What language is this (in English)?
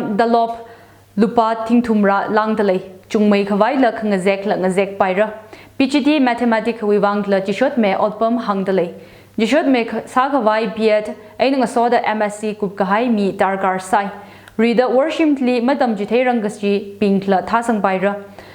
Tangkhul Naga (India)